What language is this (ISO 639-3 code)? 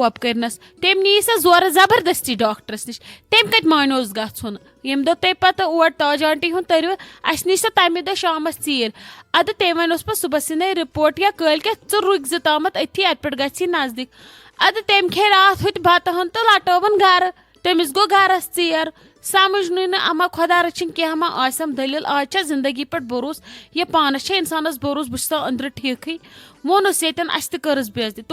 kas